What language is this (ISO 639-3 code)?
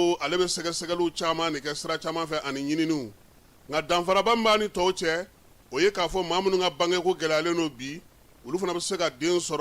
bam